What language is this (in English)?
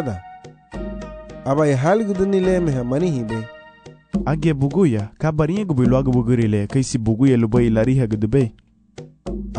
Garifuna